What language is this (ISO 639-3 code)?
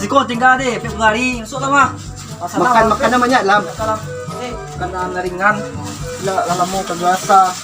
min